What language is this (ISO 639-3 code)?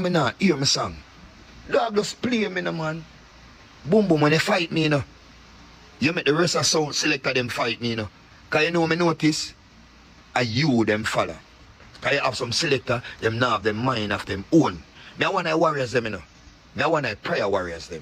jam